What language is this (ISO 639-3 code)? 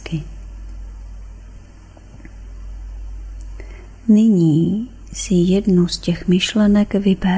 ces